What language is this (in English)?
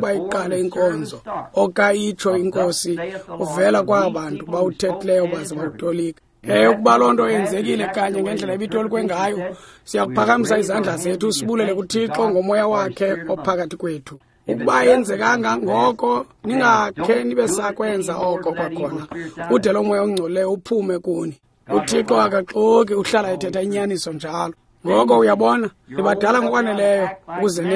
Xhosa